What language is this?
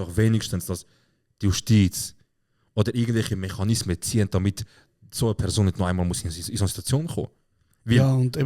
Swiss German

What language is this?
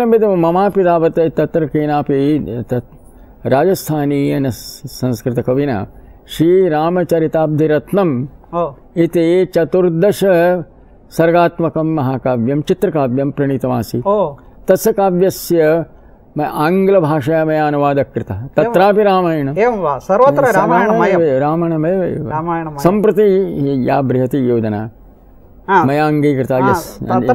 Sanskrit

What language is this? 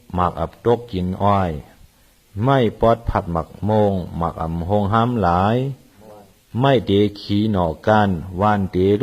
Shan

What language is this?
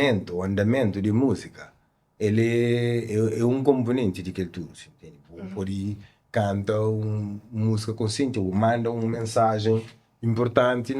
Kabuverdianu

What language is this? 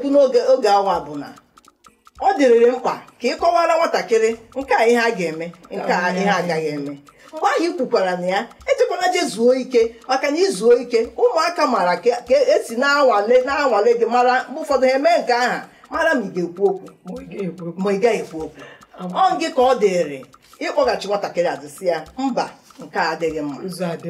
Igbo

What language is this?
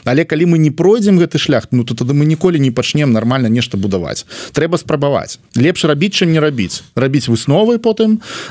Belarusian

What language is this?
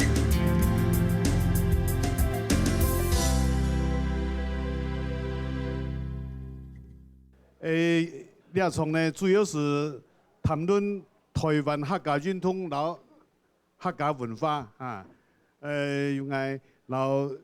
Hakka Chinese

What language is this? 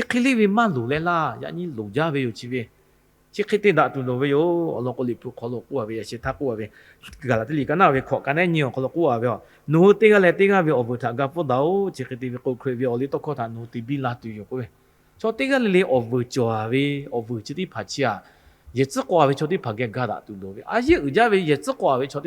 Lahu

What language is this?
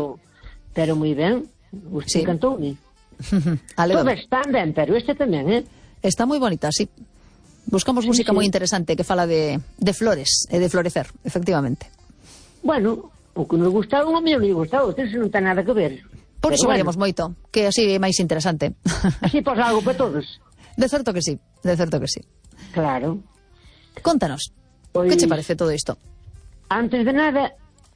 Galician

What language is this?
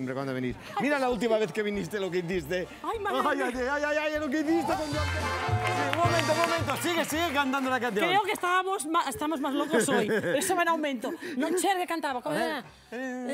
Spanish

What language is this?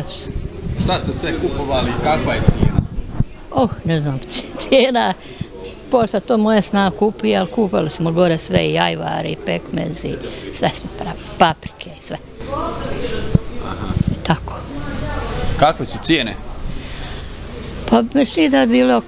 Bosnian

